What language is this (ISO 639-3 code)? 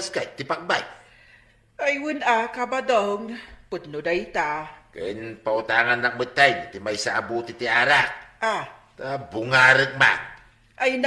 ilo